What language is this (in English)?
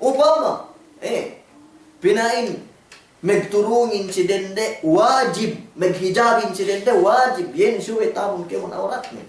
Yakan